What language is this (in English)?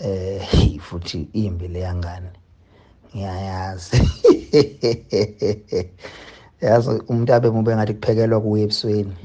Zulu